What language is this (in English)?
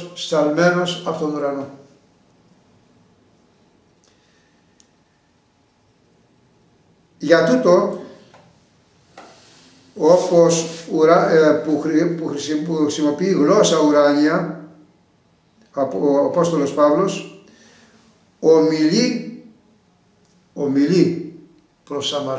Greek